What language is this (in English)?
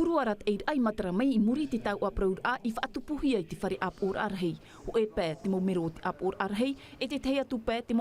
Tahitian